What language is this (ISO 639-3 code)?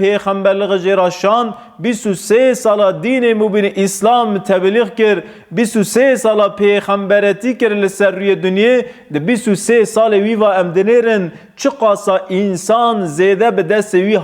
kur